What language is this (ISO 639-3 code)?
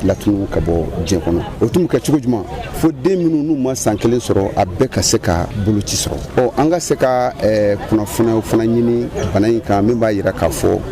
bam